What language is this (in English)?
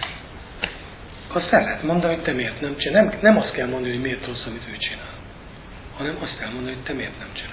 Hungarian